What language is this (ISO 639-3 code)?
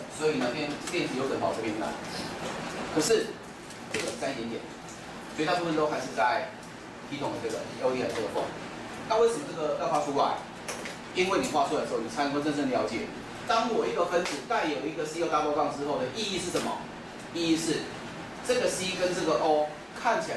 zho